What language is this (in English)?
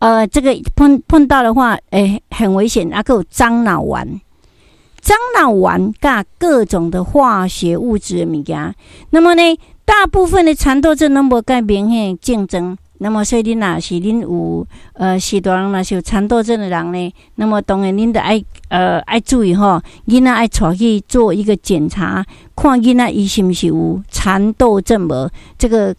Min Nan Chinese